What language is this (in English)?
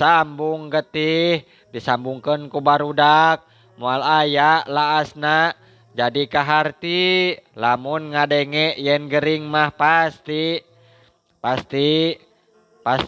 Sundanese